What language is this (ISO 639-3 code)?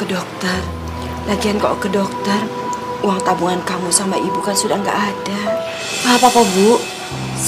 ind